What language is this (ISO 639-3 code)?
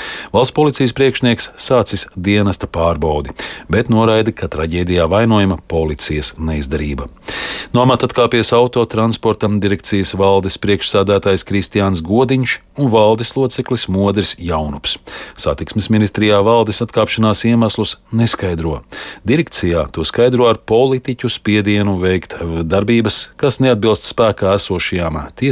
lav